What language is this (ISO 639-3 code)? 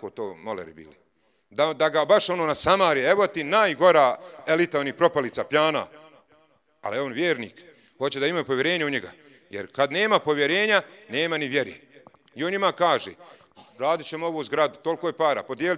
bos